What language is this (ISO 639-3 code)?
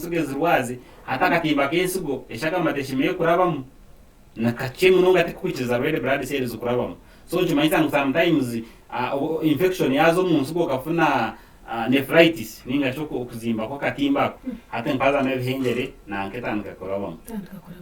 nyn